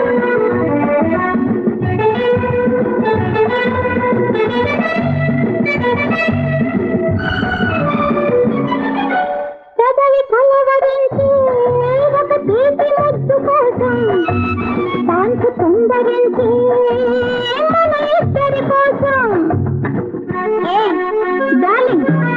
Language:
Telugu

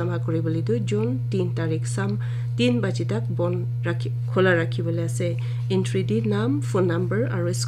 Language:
Naga Pidgin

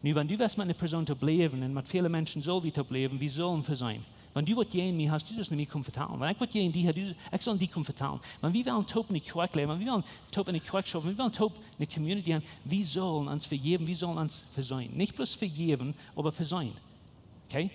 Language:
Plautdietsch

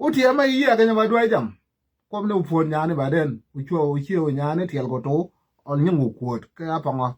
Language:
Nuer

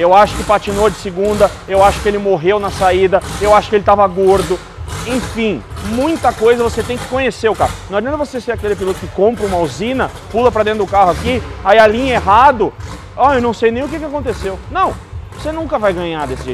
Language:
Portuguese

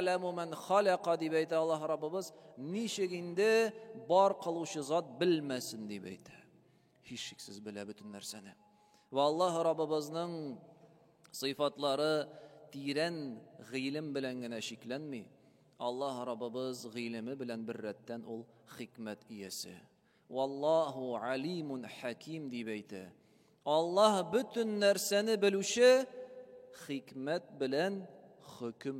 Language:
Tatar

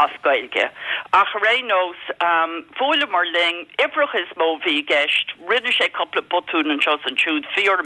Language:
Irish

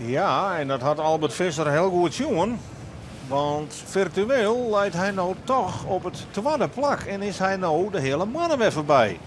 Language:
Western Frisian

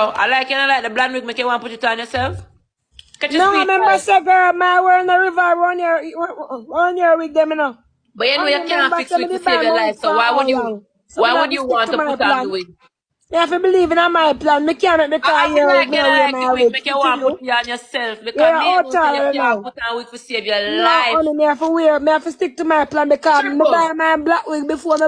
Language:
Jamaican Creole English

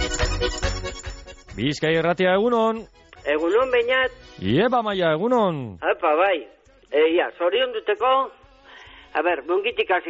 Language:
Basque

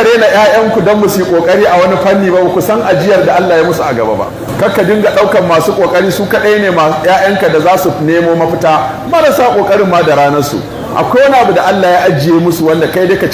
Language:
Hausa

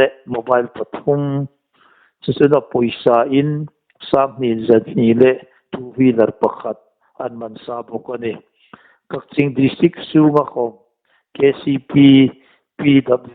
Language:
Hmar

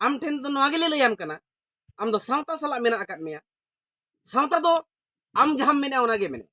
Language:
Santali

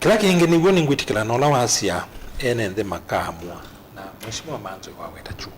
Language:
Kamba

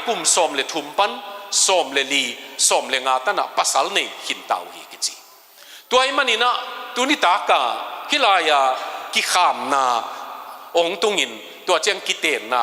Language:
Tedim Chin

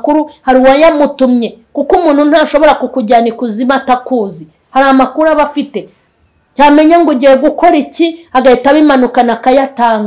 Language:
Kinyarwanda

